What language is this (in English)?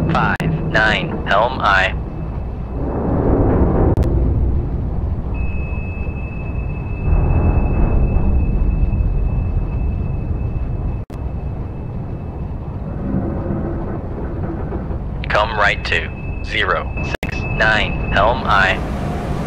English